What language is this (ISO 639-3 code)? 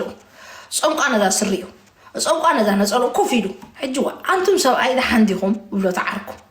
tir